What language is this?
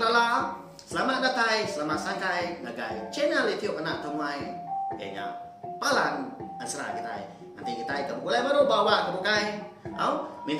Iban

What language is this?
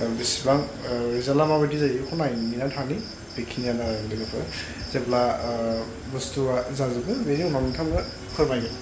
Bodo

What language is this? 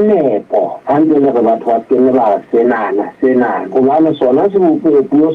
Southern Sotho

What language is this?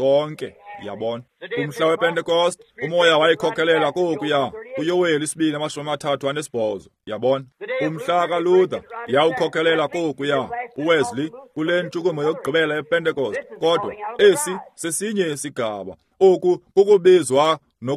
Xhosa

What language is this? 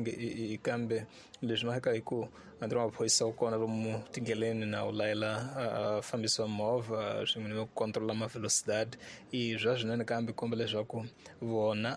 Tsonga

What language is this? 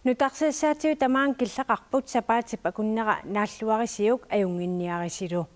Kalaallisut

